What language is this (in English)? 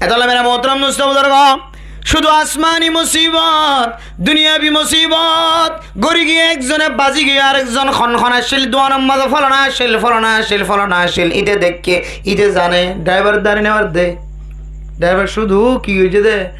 Rohingya